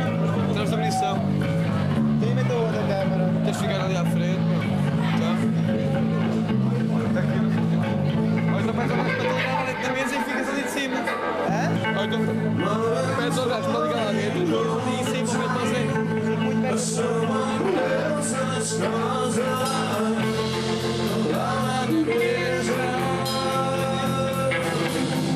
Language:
Portuguese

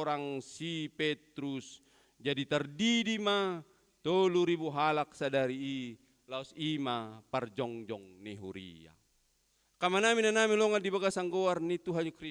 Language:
Batak Toba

